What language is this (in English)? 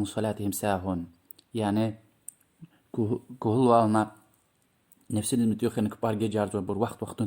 Lezghian